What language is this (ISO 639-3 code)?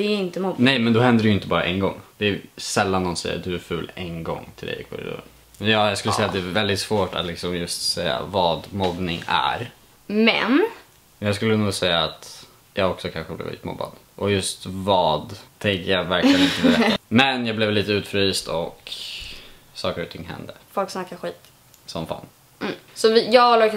swe